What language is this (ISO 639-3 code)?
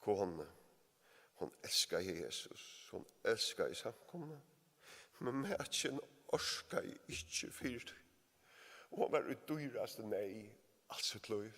fao